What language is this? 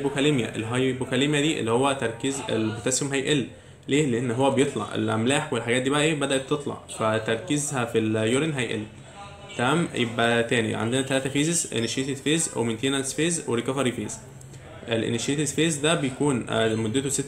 Egyptian Arabic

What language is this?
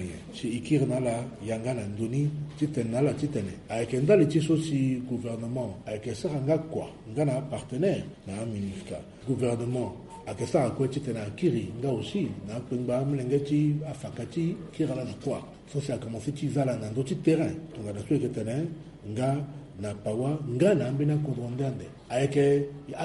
Sango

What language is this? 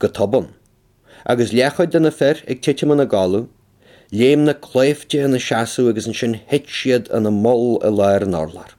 Irish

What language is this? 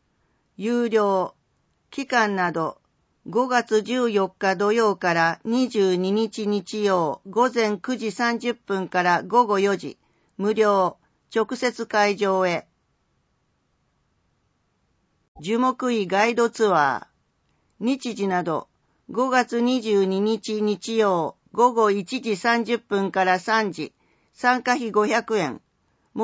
Japanese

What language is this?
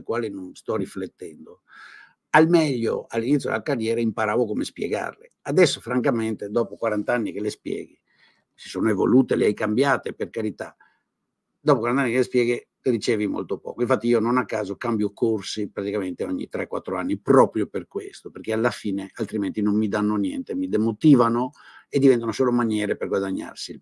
Italian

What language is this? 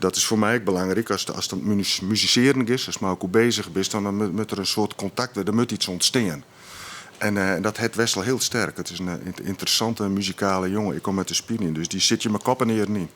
Western Frisian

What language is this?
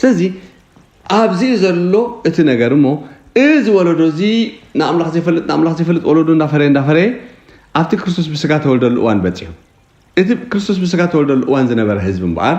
Tigrinya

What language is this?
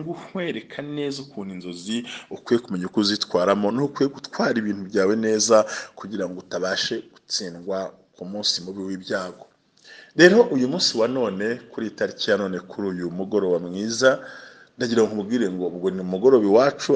Kinyarwanda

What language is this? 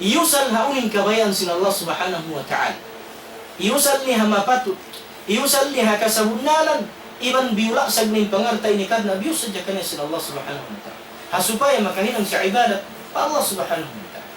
Tausug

